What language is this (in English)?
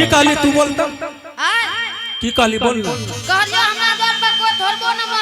Angika